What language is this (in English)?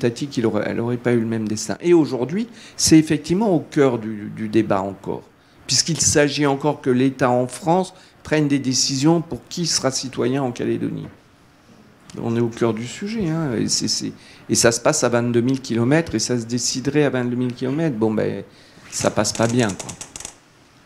French